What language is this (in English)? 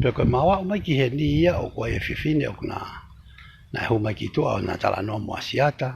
Tongan